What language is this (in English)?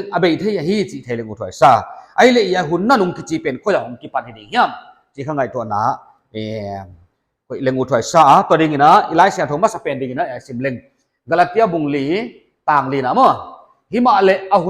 Paite Chin